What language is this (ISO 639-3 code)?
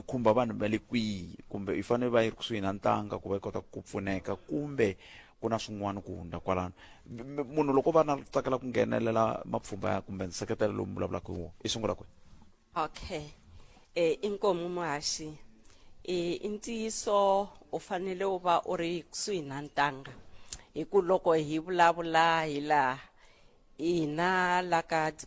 tso